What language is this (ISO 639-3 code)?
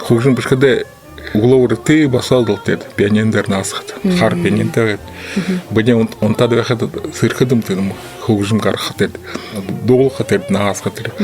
bua